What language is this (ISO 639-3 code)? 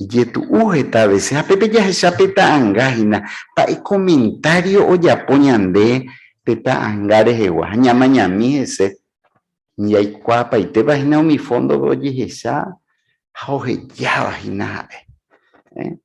grn